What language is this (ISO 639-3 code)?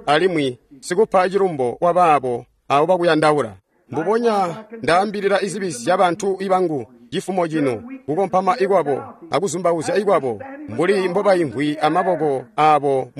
toi